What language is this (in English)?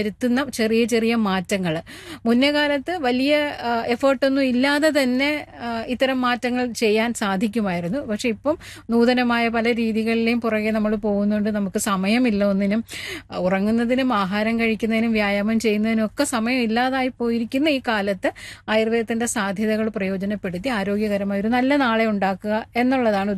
Malayalam